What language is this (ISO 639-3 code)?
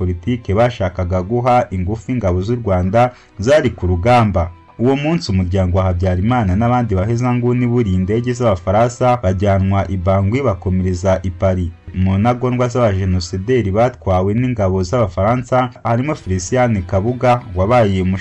kin